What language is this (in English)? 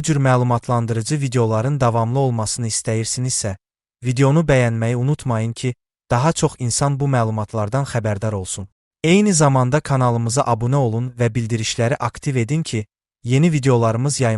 Azerbaijani